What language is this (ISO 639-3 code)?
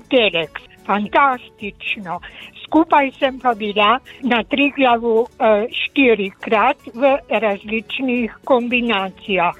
slv